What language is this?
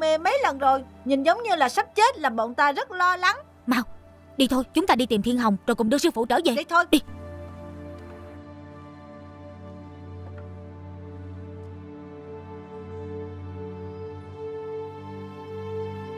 Vietnamese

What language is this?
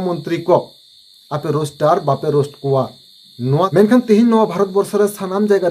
Santali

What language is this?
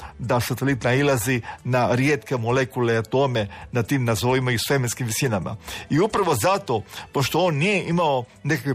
Croatian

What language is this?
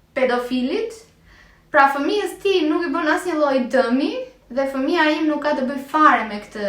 Albanian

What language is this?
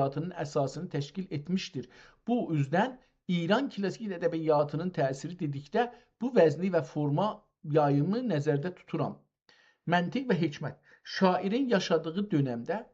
South Azerbaijani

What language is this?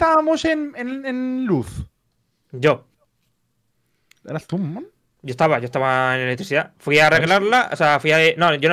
Spanish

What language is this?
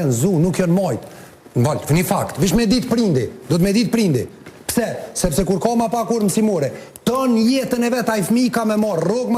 Albanian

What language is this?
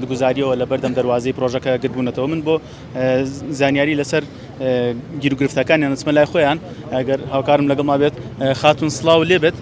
Central Kurdish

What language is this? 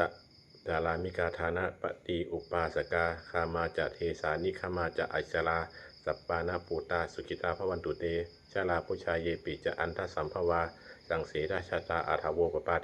Pali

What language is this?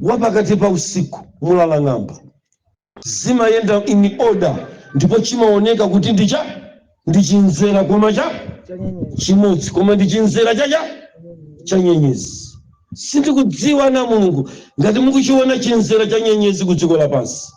Nyanja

